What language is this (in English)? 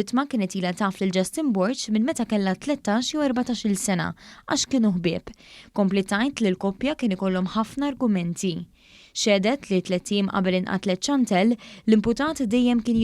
Maltese